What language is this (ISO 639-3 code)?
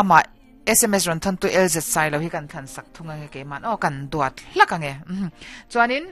lus